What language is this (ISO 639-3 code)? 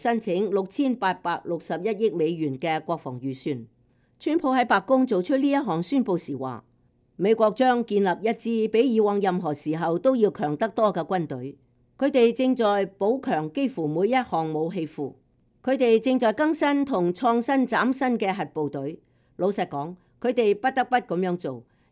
yue